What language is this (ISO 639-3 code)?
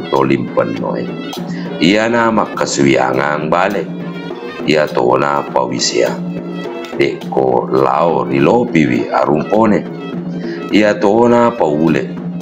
bug